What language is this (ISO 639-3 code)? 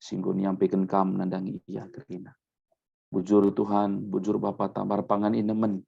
btx